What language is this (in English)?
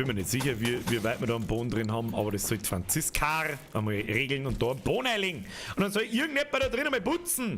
Bavarian